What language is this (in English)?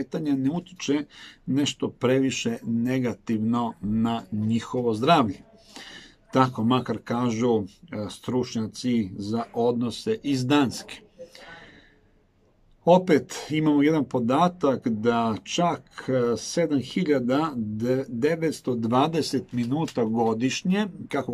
Serbian